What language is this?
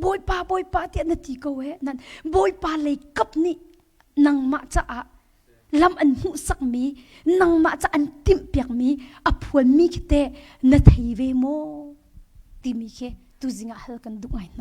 Hakha Chin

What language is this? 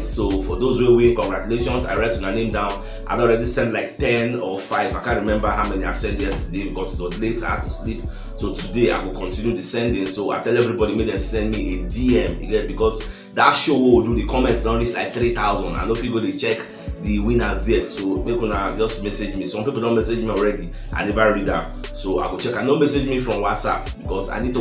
Nigerian Pidgin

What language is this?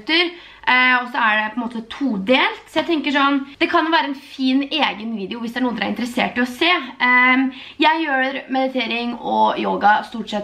Norwegian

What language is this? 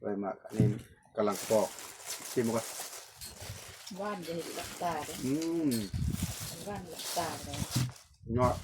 Lao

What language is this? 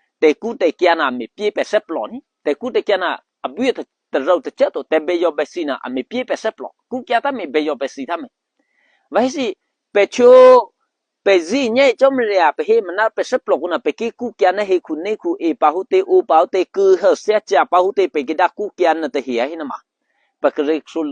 Eastern Kayah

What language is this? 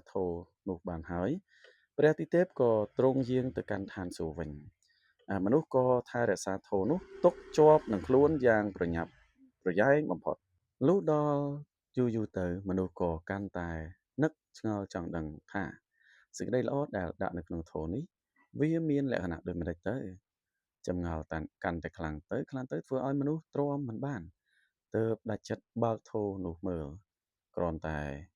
Khmer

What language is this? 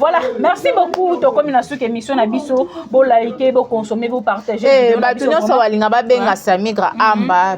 Lingala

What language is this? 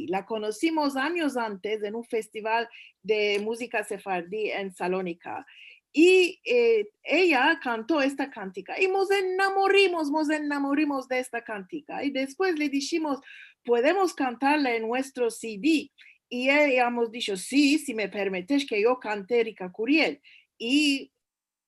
Ladino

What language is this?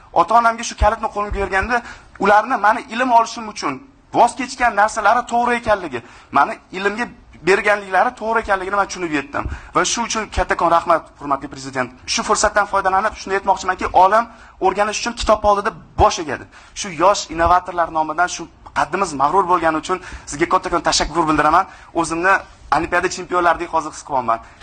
Uzbek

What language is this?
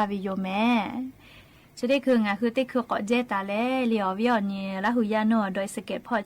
Lahu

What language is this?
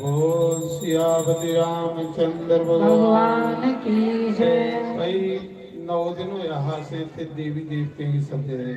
Dogri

